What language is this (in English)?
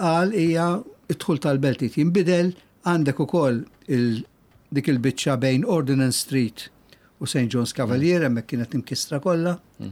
Maltese